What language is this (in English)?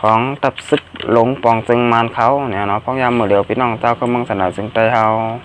Shan